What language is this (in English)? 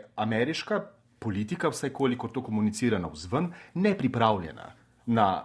Slovenian